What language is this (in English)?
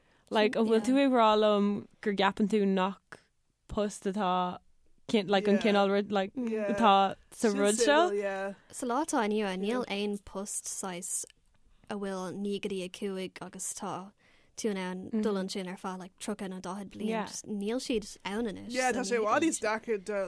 Irish